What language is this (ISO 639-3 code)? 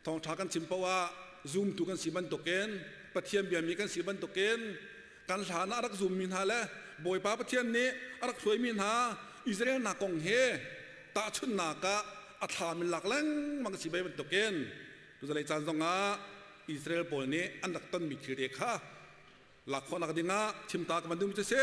cnh